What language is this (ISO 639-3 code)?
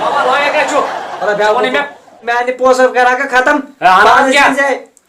kas